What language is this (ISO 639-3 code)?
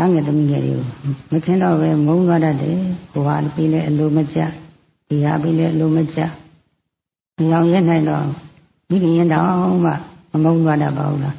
mya